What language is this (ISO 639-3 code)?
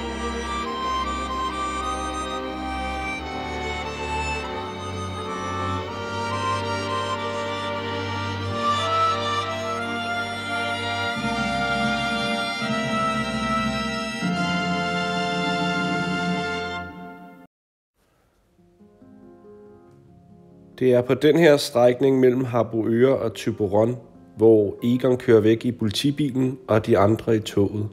dan